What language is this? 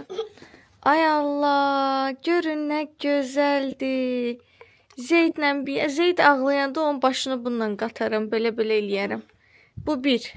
Azerbaijani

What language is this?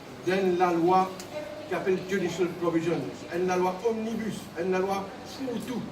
Morisyen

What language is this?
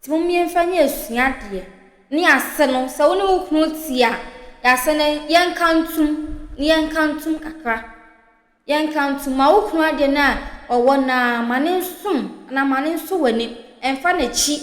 Akan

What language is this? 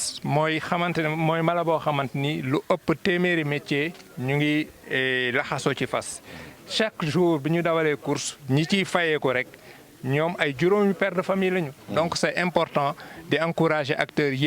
Wolof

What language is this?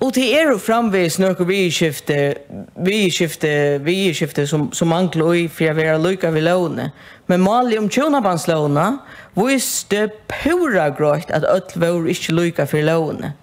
Faroese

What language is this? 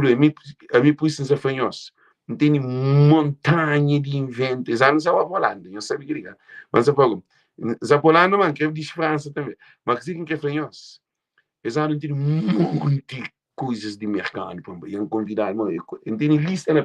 Kabuverdianu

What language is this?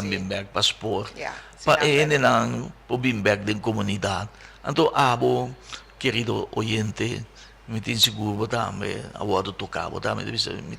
Papiamento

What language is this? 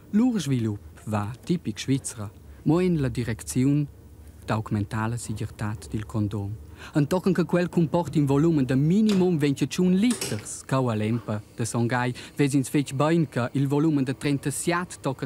Romansh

